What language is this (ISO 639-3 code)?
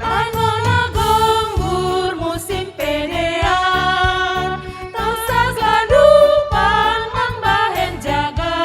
bts